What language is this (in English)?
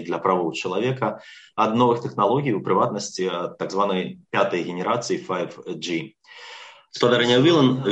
Belarusian